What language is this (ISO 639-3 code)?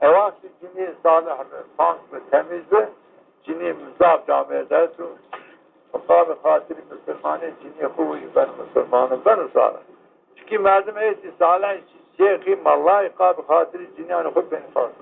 zza